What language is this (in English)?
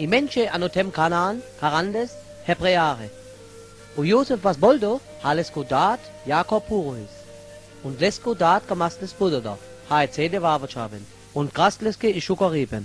Sinte Romani